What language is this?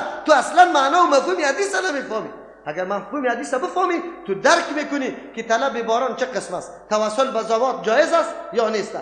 Persian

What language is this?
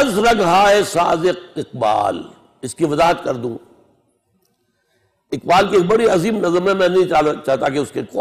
Urdu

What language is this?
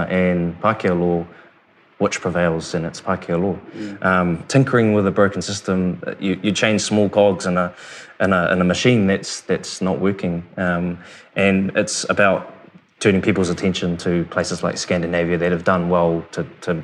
English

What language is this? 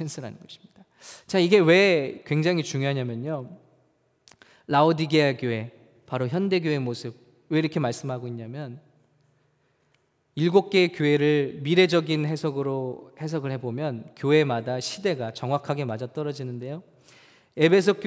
Korean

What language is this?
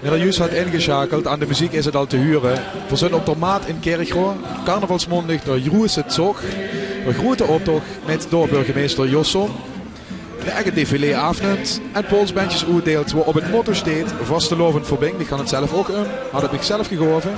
Limburgish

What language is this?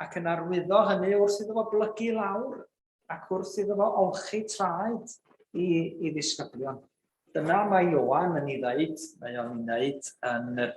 Welsh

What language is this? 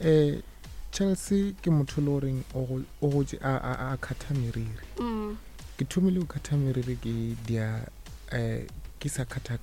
Northern Sotho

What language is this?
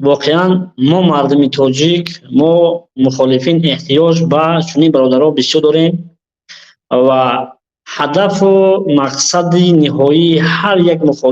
Tajik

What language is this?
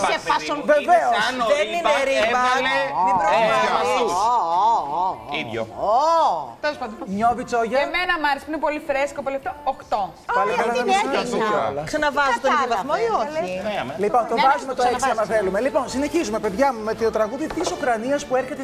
Greek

